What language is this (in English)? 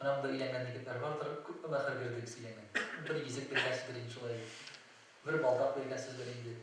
Tatar